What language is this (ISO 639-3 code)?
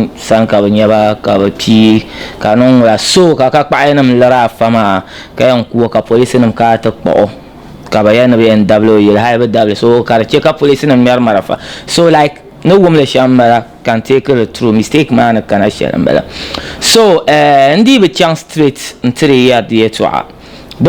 dag